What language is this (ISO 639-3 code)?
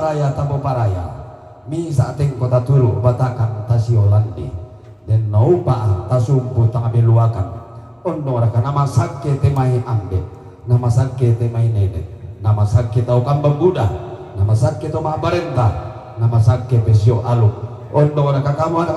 sda